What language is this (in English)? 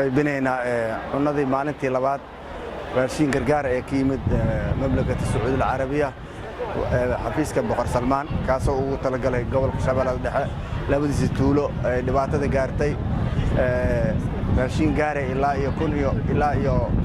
Somali